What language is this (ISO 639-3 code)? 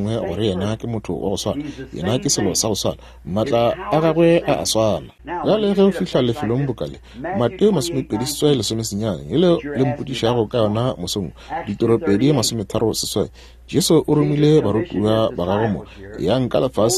nso